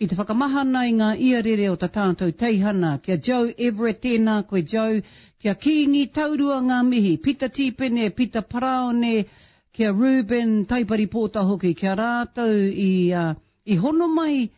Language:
Māori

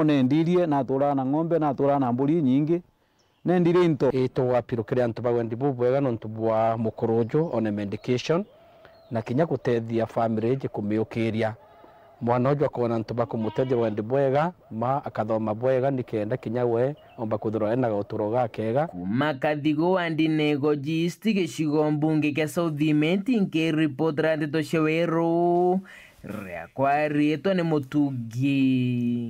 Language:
Meru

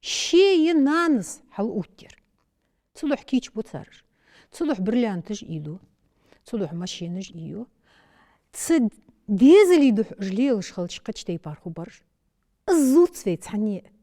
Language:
Ingush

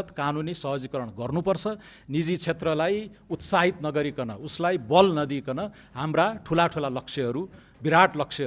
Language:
Nepali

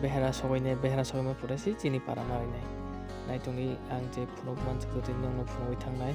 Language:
Kok Borok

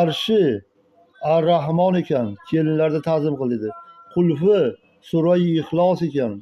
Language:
Uzbek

